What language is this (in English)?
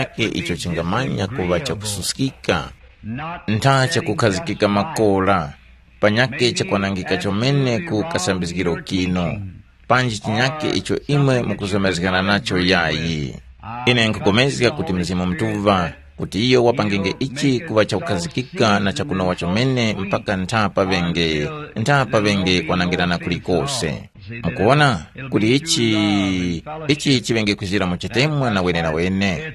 Tumbuka